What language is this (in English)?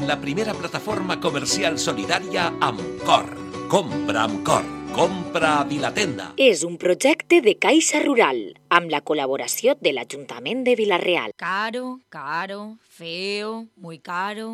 Catalan